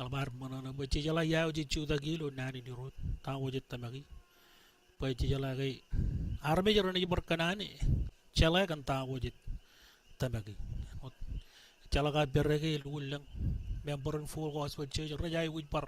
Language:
Marshallese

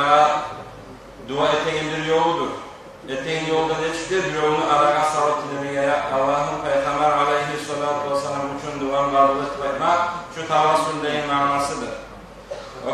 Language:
Kumyk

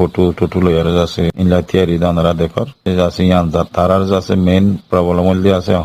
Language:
Rohingya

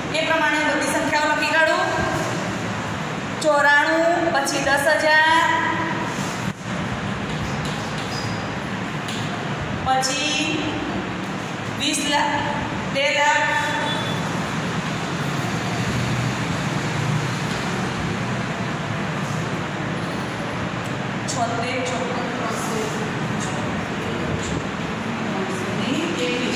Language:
Gujarati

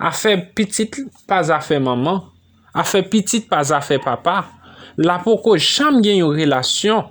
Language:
Haitian Creole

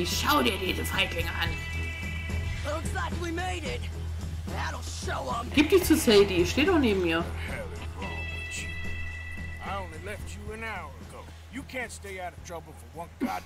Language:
German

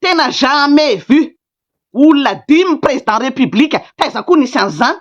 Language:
Malagasy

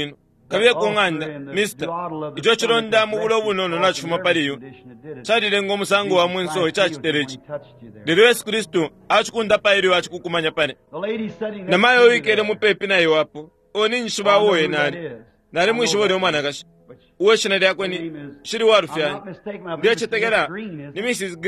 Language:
Bemba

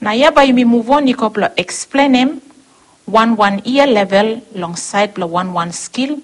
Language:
Bislama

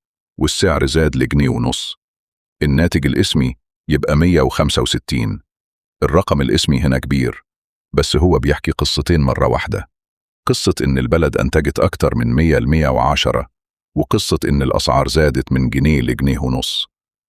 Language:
Egyptian Arabic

